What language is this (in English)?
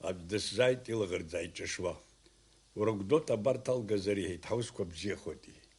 Abkhazian